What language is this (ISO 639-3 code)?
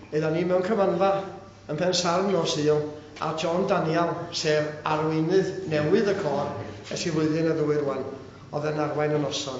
cym